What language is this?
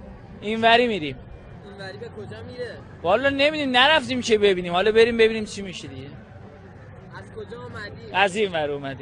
Persian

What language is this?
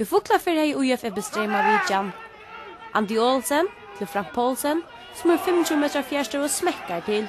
Faroese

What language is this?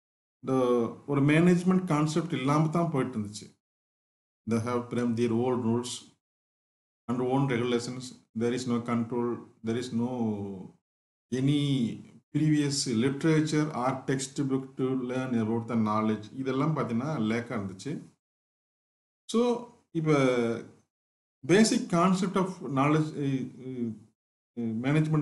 Tamil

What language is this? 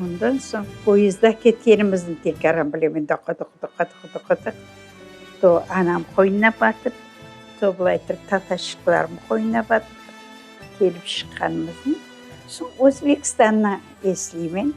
Crimean Tatar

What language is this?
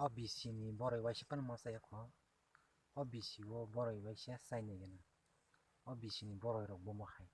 Kok Borok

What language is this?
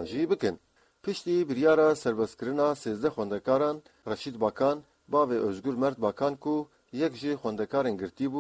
Kurdish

